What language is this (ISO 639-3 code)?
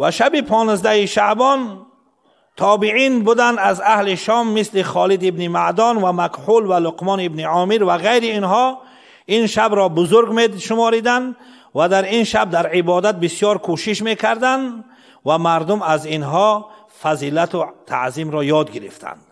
fas